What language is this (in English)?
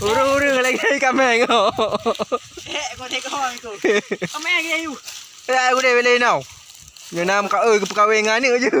Achinese